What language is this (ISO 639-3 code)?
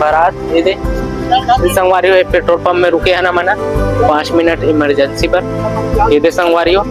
hne